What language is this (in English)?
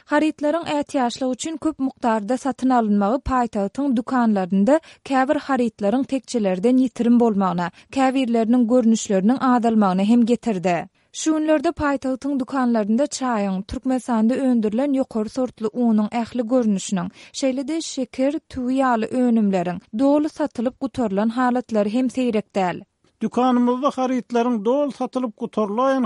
Turkmen